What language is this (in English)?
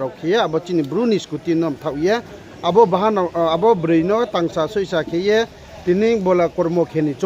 Riang (India)